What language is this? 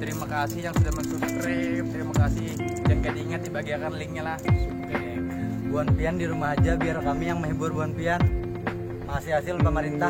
Banjar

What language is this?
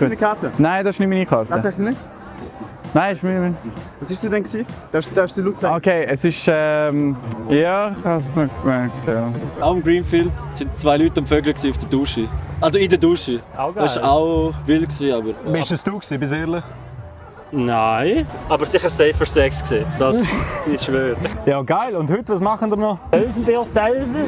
Swiss German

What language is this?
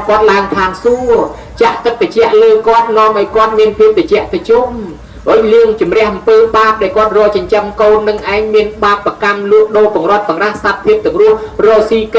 Khmer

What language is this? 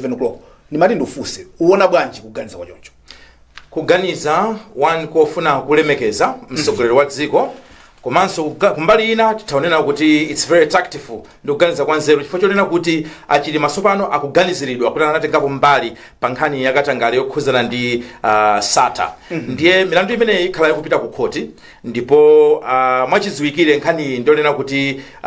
Nyanja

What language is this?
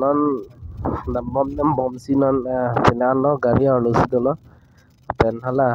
Karbi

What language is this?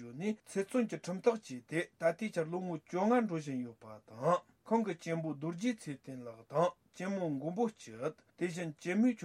Tibetan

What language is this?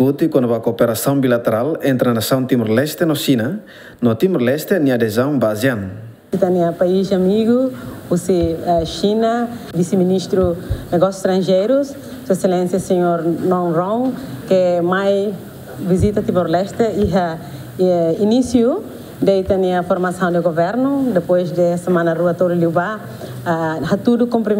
Tetum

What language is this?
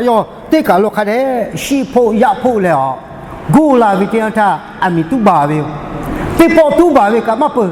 Lahu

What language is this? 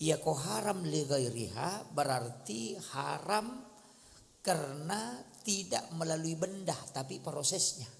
Buginese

